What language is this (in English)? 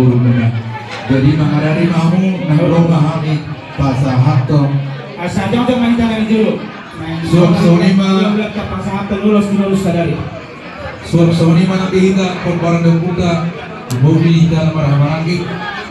Batak Toba